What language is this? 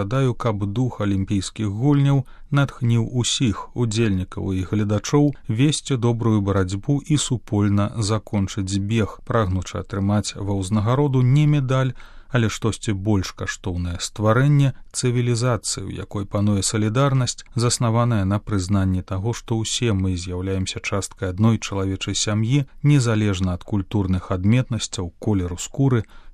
Belarusian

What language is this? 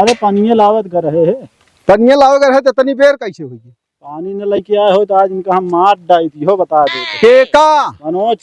Awadhi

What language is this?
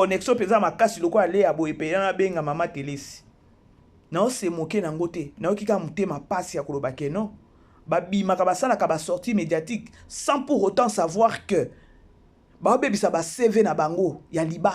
Lingala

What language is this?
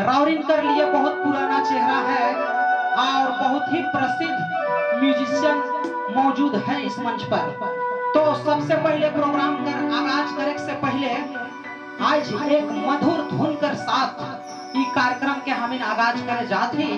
Sadri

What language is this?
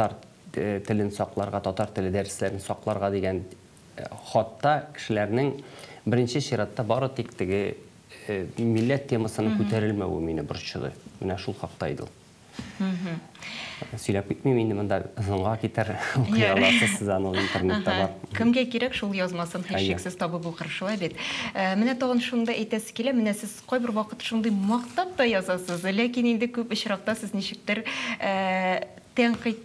Tatar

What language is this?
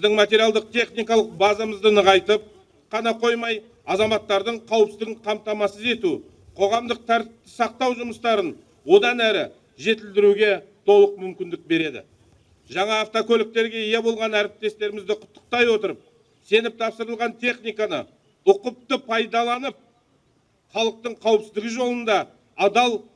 Kazakh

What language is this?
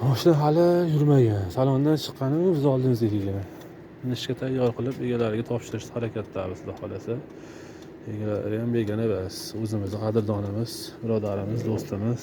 Uzbek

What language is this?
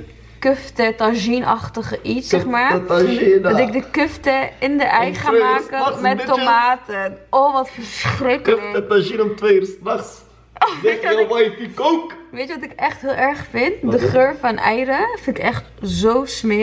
Dutch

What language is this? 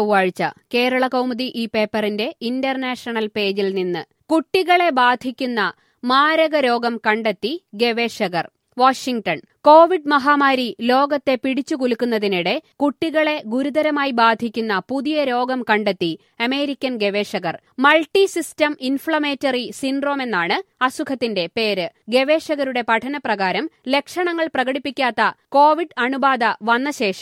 Malayalam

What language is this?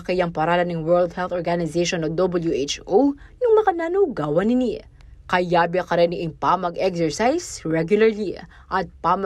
Pampanga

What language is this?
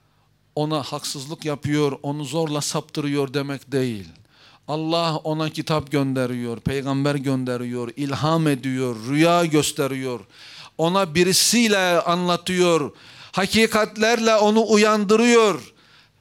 Turkish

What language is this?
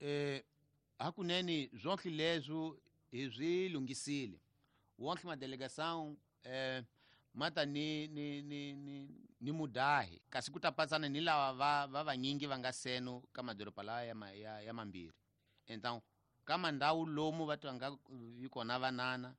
Tsonga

